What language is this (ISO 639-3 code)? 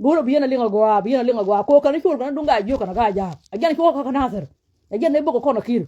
nus